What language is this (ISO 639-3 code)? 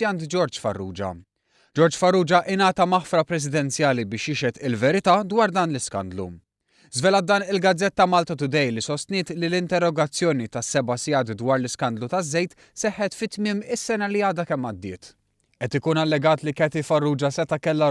mlt